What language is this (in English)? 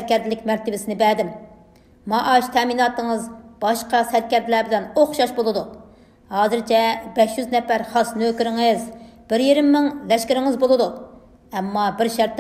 Uyghur